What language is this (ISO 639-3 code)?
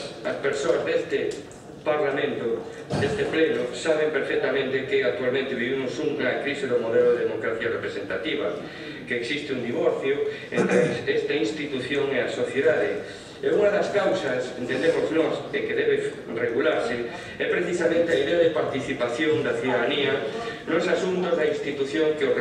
glg